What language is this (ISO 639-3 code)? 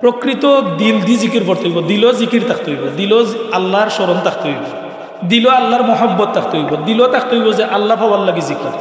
syl